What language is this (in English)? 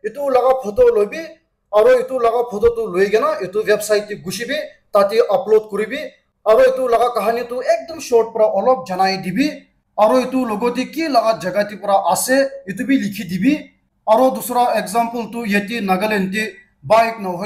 Naga Pidgin